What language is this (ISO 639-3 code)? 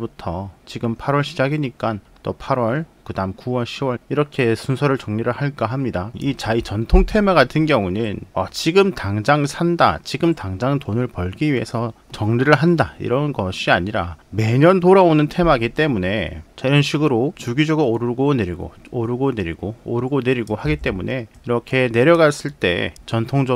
kor